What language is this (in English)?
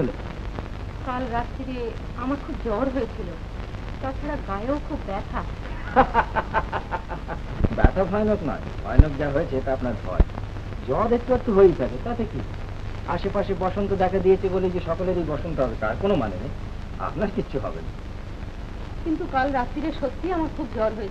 Bangla